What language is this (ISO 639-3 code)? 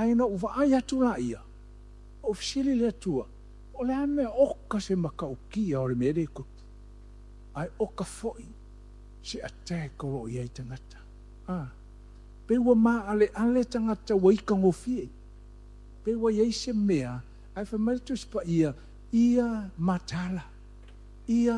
smo